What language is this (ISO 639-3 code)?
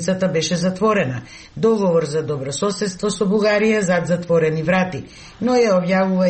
mkd